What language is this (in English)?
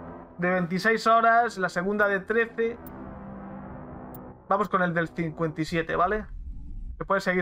Spanish